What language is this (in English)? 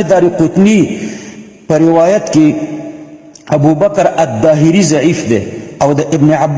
Pashto